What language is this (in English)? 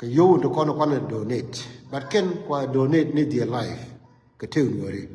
Nuer